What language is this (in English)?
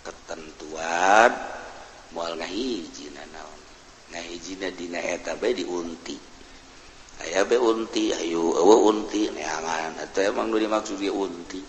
Sundanese